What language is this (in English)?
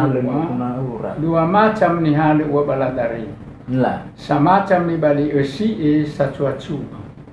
Nias